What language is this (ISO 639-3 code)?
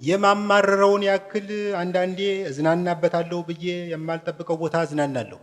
amh